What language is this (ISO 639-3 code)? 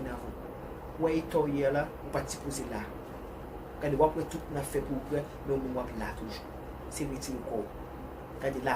hat